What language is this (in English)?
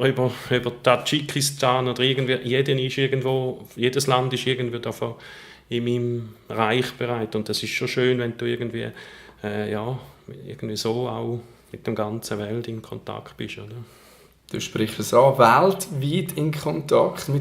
Swiss German